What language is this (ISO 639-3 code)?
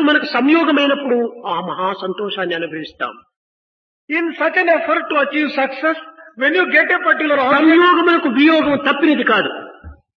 tel